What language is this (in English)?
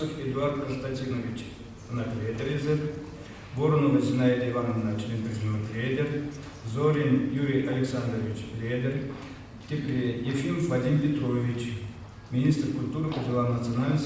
Chuvash